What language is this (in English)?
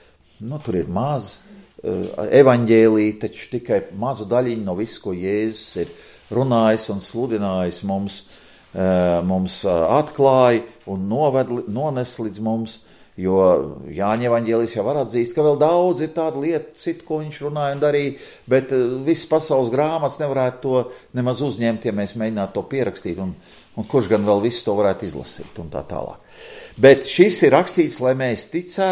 Latvian